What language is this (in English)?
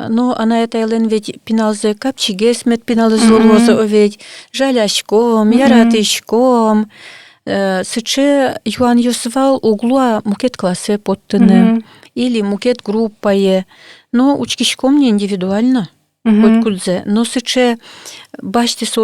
Udmurt